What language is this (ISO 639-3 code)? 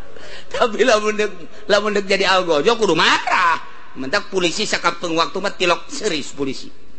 sun